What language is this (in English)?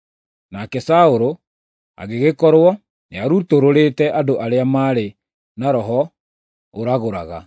Kikuyu